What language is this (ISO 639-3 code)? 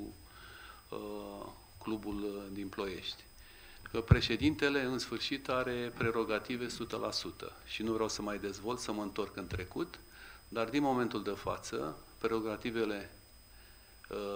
ron